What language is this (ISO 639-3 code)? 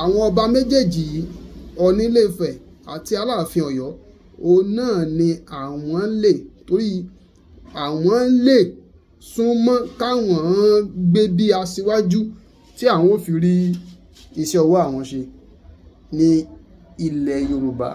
yor